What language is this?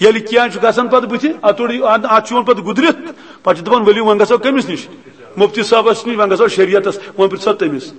Kashmiri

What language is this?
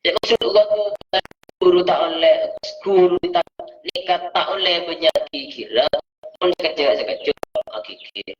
Madurese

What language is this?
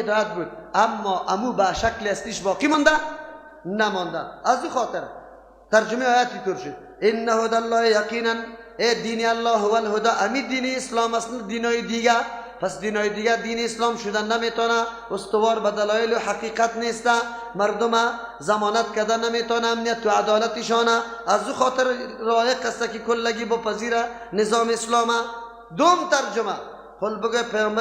Persian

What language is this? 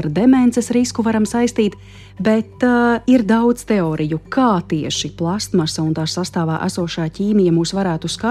Latvian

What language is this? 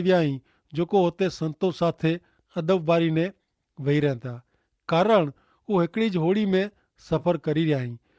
Kachhi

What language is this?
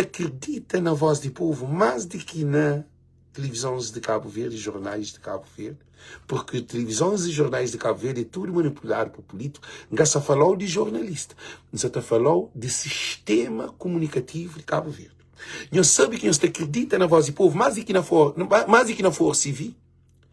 Kabuverdianu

